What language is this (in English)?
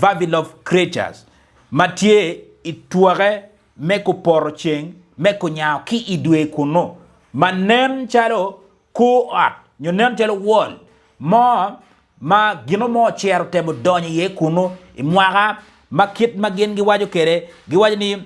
Acoli